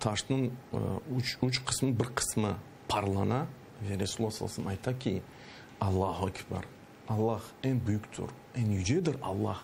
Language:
Crimean Tatar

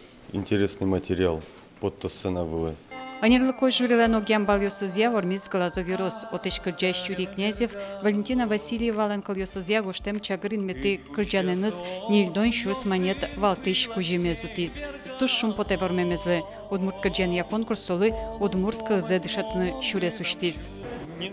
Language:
Udmurt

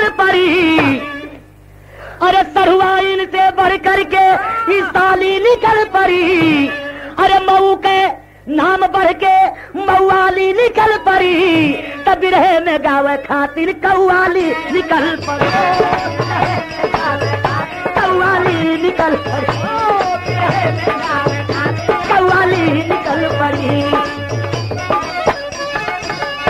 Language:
Bhojpuri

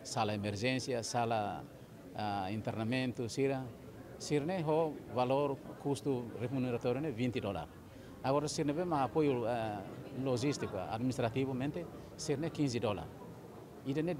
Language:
Tetum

